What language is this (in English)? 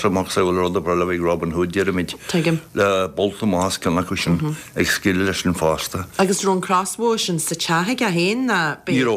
Irish